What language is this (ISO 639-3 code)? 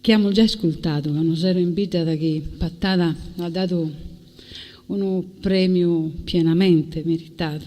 srd